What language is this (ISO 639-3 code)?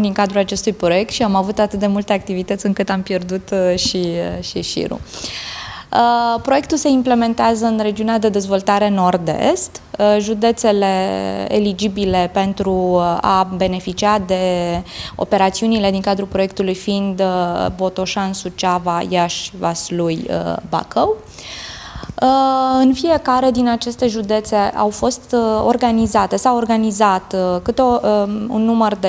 ron